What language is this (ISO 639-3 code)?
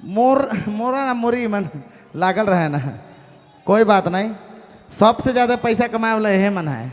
sck